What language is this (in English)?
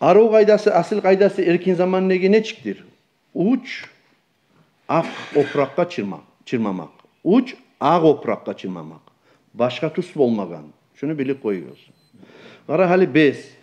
Kumyk